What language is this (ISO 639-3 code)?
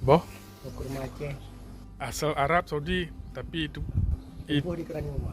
ace